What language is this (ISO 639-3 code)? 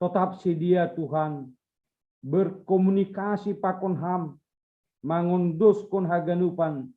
bts